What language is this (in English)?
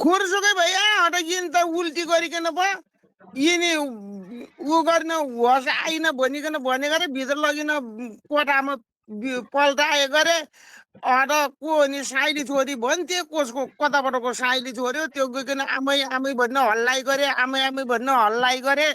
Nepali